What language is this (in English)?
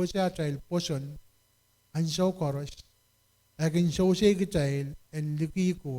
Pohnpeian